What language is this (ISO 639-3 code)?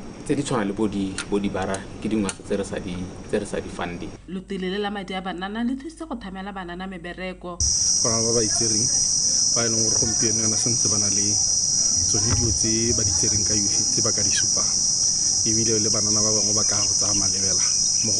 tsn